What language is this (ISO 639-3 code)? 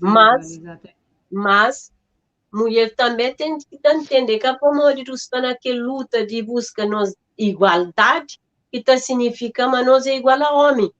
kea